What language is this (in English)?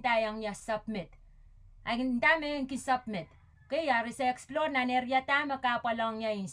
Pohnpeian